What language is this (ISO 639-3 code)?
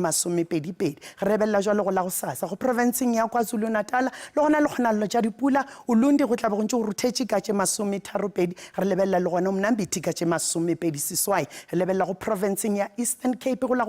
nso